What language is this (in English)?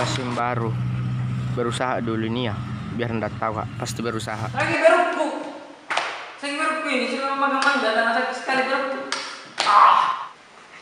Makassar Malay